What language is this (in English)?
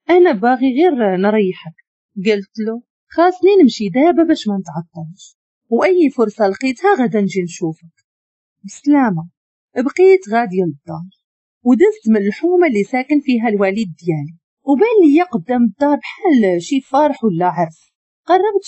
Moroccan Arabic